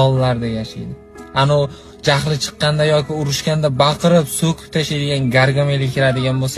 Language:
Uzbek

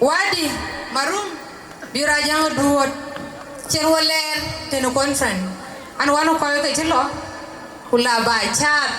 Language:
Dinka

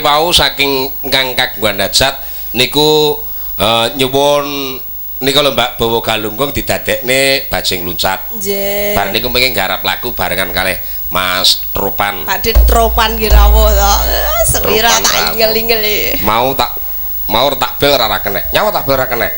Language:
Javanese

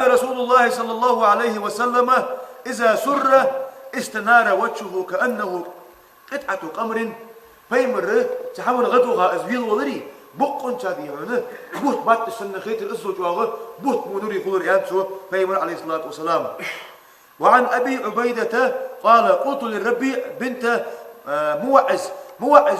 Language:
Ingush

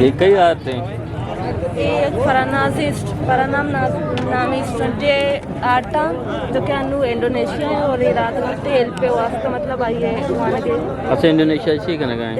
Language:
Eastern Balochi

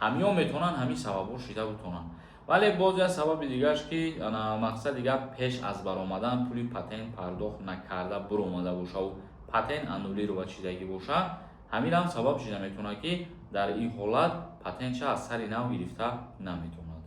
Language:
Tajik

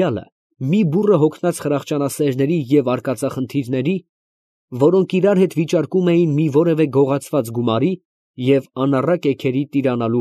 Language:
Armenian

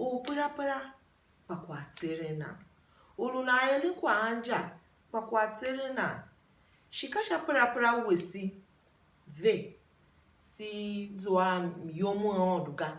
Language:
Tiv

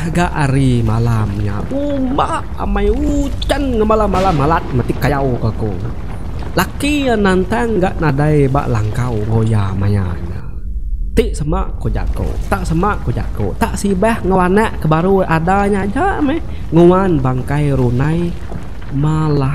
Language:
Iban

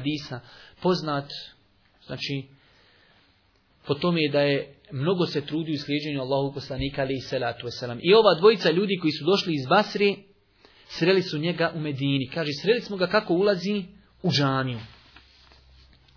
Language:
Bosnian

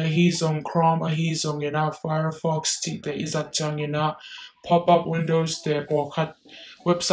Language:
Tedim Chin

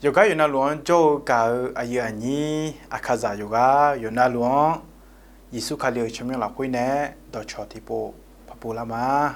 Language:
Akha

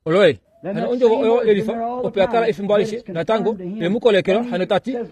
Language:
Kuanyama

